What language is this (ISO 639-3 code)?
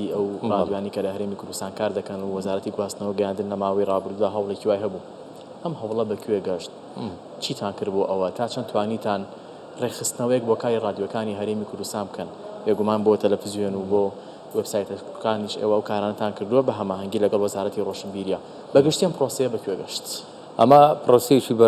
ckb